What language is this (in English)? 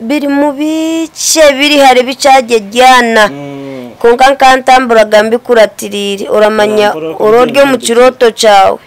Nyankole